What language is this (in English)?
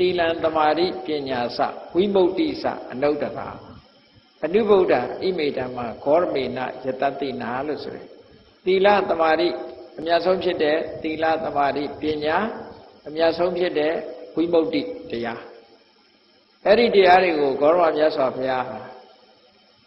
Burmese